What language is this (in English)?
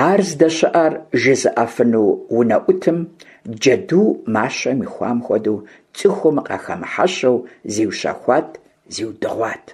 Kabardian